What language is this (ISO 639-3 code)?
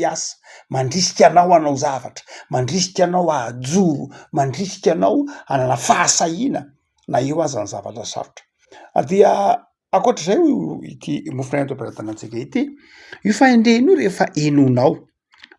mlg